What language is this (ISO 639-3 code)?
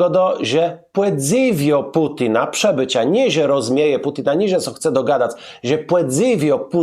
csb